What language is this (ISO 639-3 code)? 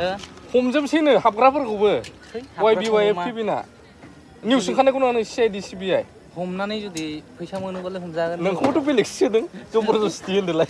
brx